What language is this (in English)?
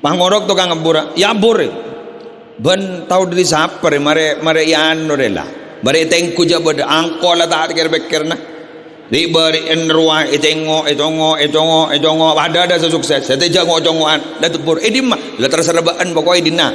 Madurese